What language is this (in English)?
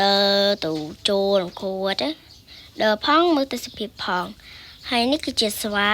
Khmer